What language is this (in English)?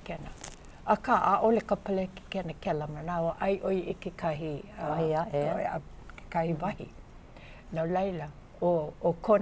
Hawaiian